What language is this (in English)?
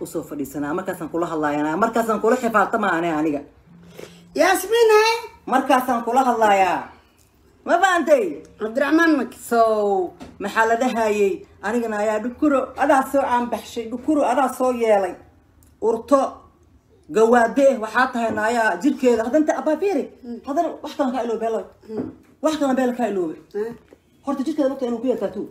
Somali